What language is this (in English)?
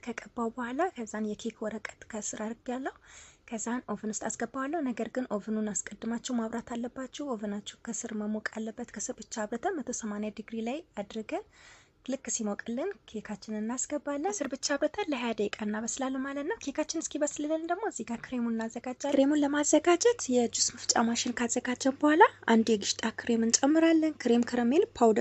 Amharic